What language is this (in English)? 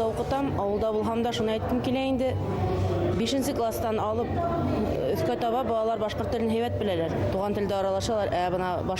Bashkir